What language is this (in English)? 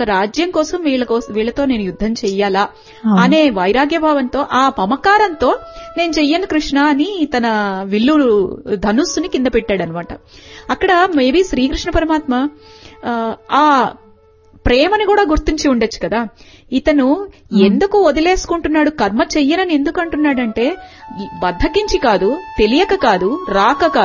Telugu